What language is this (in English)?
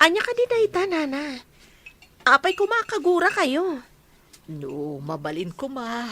Iloko